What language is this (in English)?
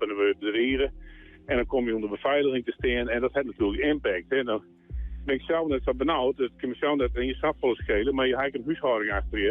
Western Frisian